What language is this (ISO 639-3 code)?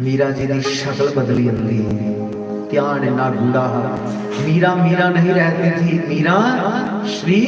doi